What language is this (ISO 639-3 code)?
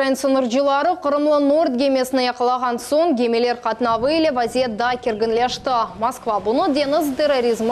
crh